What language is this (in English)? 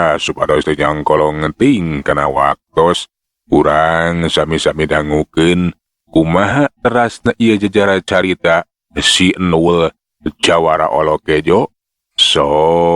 Sundanese